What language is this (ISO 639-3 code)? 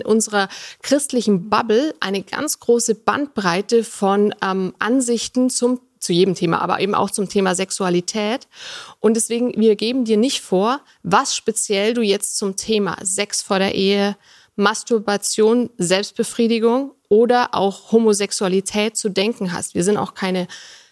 deu